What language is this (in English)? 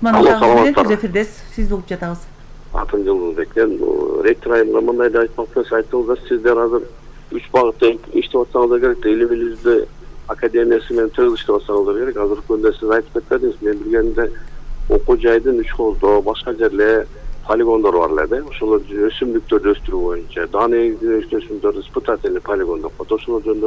Kyrgyz